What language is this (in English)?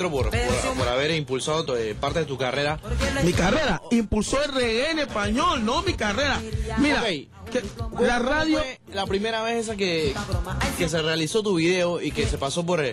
Spanish